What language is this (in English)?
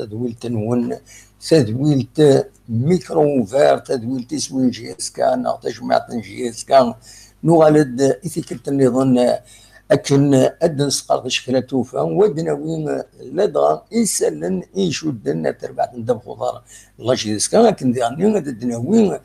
Kabyle